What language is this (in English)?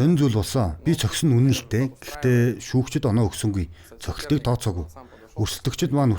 Mongolian